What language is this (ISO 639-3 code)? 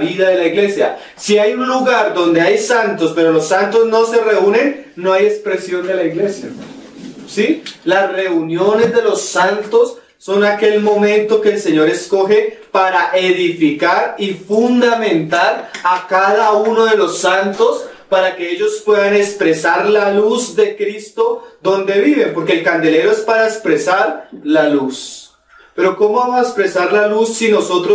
spa